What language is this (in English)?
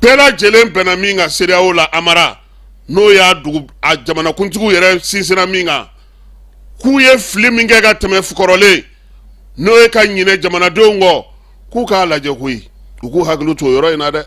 Bambara